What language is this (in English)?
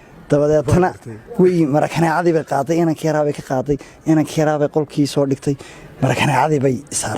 Somali